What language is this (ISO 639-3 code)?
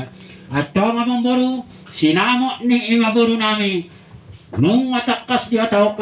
bbc